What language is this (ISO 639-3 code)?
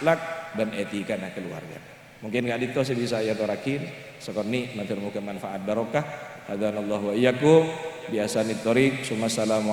mad